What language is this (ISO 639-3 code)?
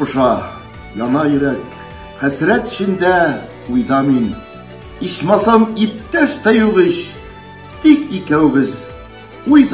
tat